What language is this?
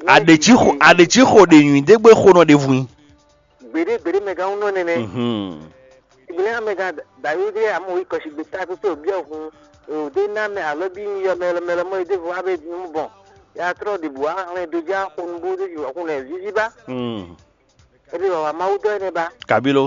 Fon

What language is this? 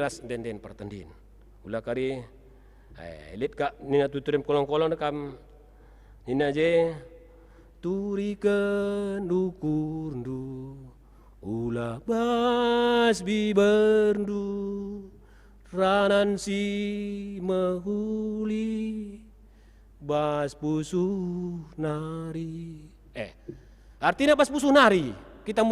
Batak Karo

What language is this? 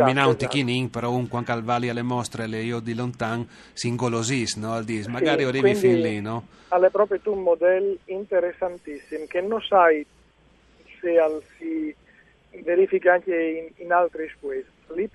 Friulian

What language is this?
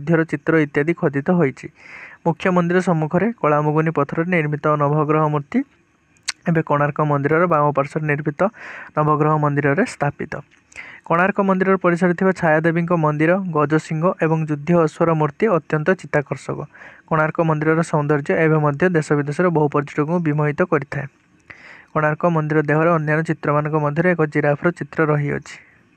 Odia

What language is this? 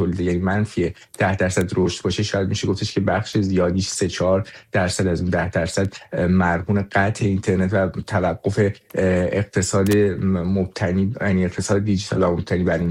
Persian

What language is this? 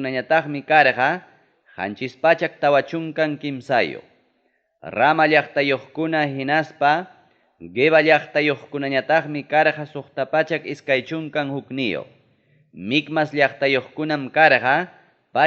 Ayacucho Quechua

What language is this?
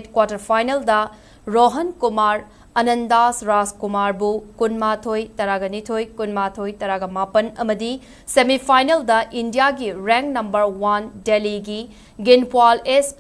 Manipuri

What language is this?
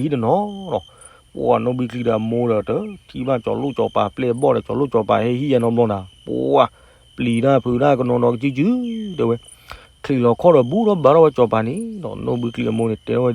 S'gaw Karen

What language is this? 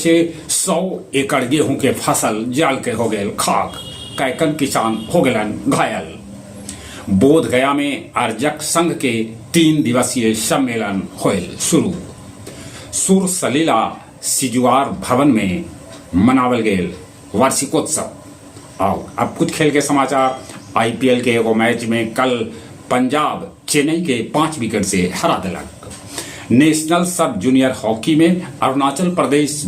Magahi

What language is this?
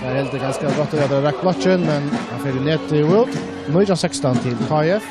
Faroese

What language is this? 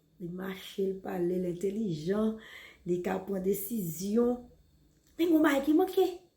Haitian Creole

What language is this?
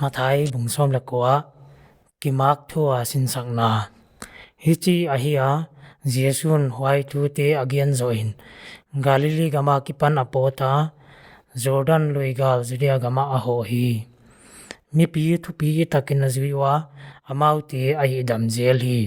Paite Chin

